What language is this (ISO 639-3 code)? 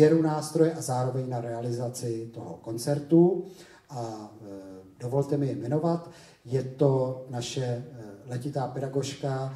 ces